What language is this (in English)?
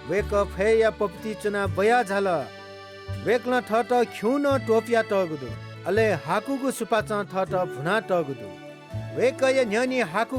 Newari